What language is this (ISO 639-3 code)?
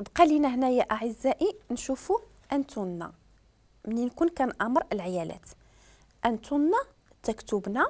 ary